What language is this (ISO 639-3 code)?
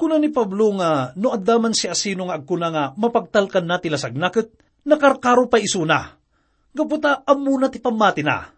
ilo